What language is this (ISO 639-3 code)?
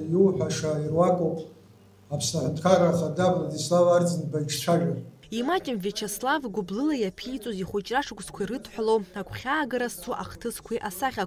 abk